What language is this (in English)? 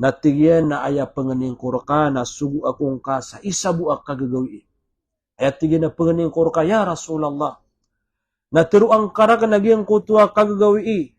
Maranao